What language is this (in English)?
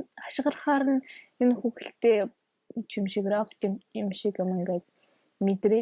Mongolian